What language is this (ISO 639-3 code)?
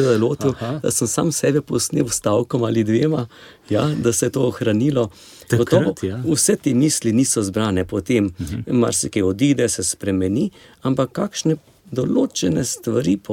slv